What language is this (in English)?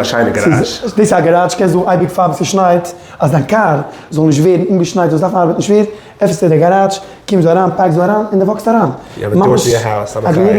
Yiddish